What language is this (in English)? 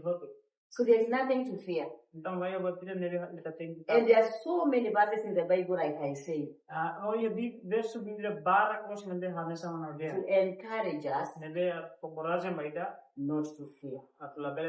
Tetum